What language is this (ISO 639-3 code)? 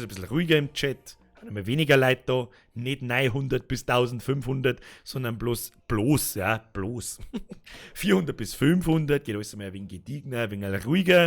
bar